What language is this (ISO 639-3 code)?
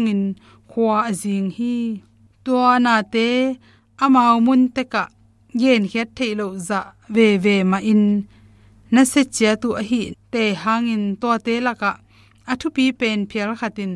ctd